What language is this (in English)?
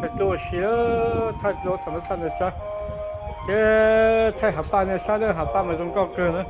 Hmong